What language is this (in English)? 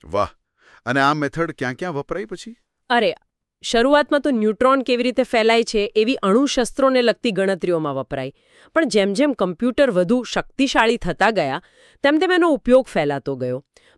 Gujarati